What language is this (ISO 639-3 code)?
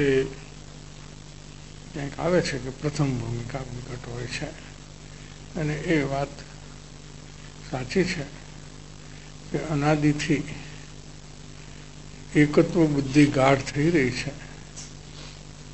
guj